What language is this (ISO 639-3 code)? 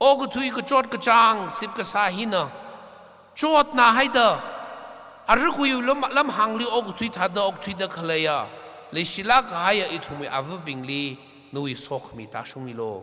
nmf